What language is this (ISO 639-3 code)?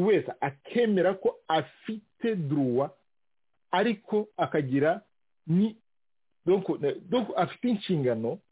kin